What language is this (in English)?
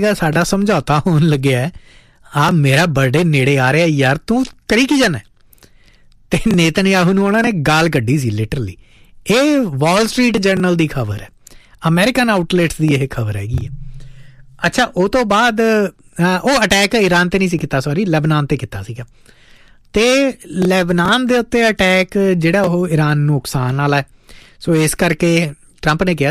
Punjabi